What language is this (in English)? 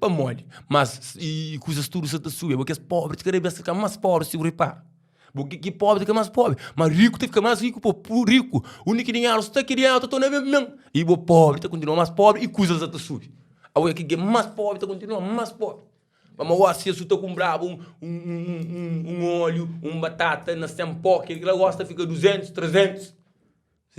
Kabuverdianu